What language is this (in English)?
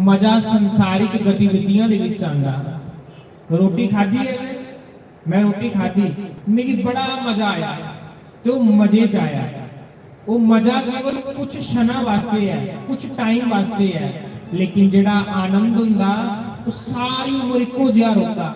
Dogri